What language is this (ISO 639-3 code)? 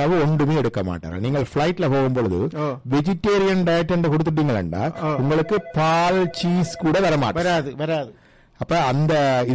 tam